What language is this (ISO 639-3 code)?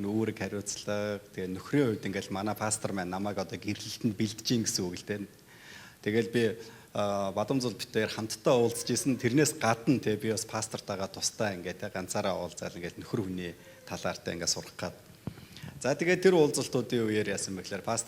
mon